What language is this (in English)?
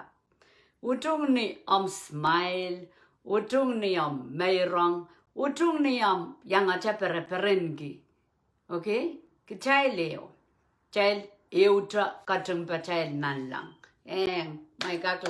Pohnpeian